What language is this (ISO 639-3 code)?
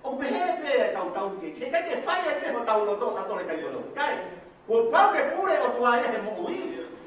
ton